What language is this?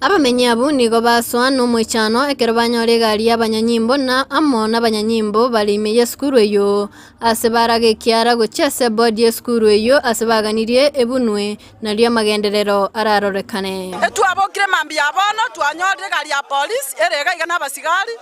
Gusii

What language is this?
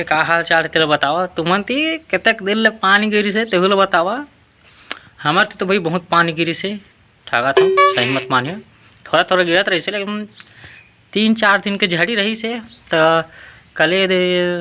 Chhattisgarhi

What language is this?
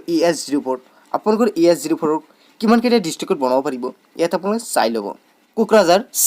Assamese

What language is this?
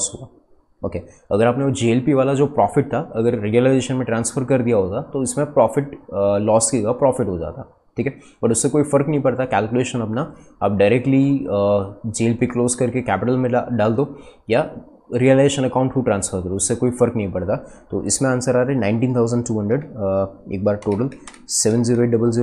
Hindi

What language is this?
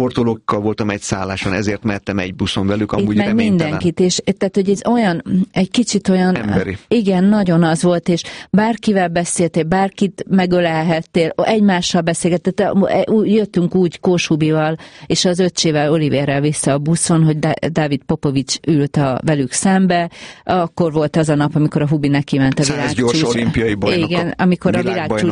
Hungarian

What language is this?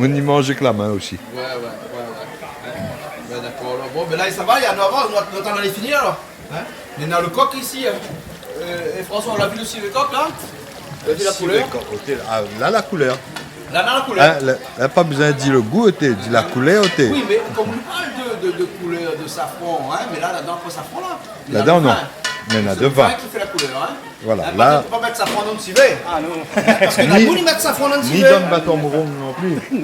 Réunion Creole French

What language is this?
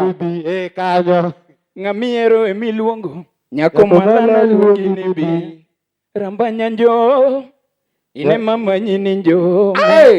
Luo (Kenya and Tanzania)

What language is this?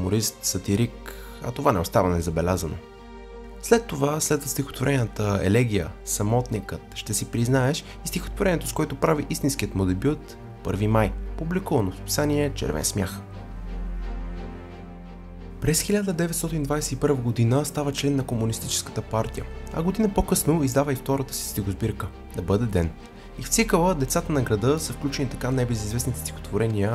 Bulgarian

